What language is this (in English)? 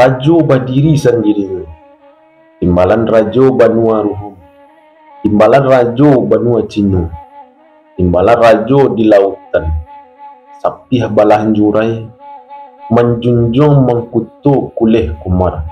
Minangkabau